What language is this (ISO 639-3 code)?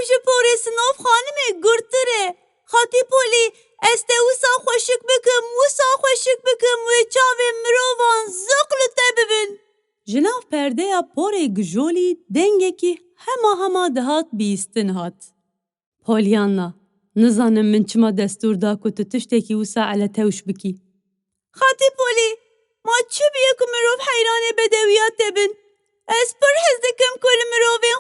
kur